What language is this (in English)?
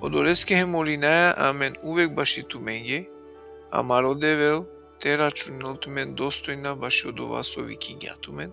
Balkan Romani